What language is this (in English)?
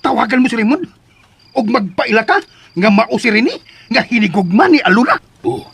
Cebuano